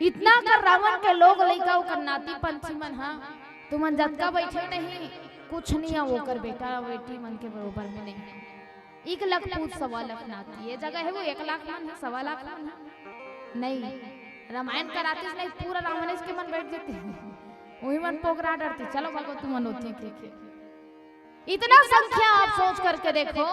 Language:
Chhattisgarhi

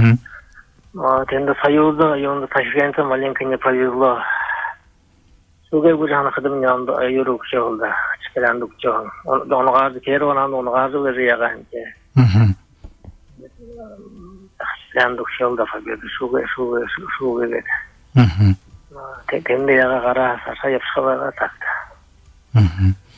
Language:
Buriat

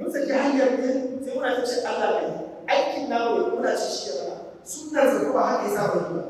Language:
Hausa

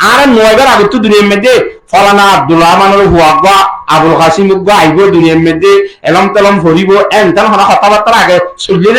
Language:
Rohingya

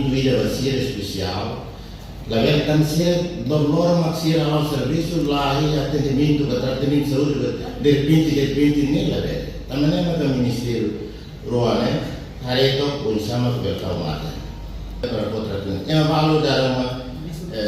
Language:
Tetum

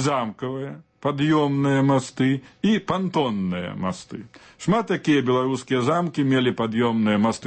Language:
Belarusian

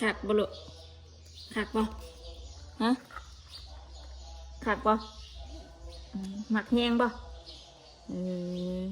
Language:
Northeastern Thai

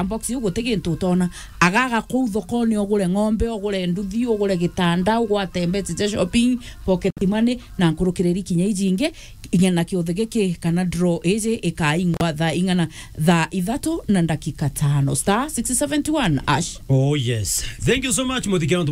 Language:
Meru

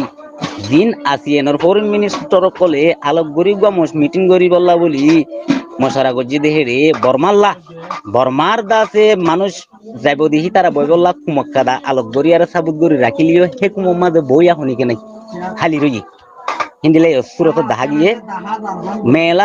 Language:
Rohingya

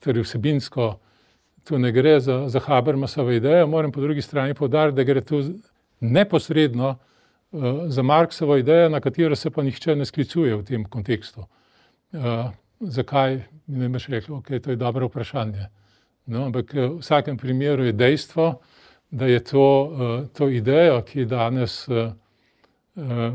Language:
Slovenian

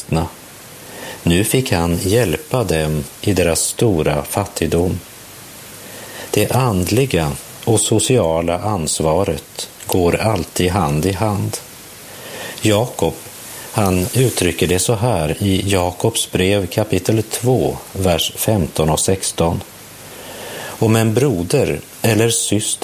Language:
Swedish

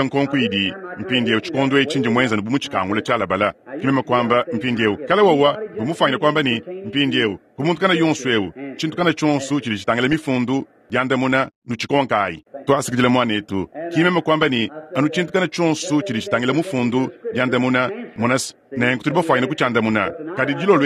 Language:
Luba-Lulua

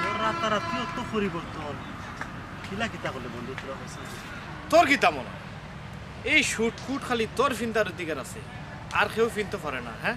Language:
Sylheti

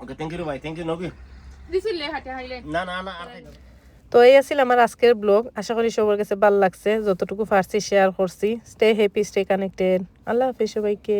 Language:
Sylheti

